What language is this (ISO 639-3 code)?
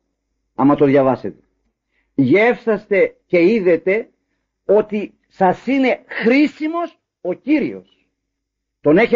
ell